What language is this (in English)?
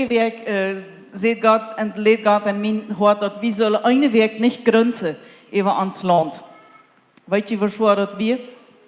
Plautdietsch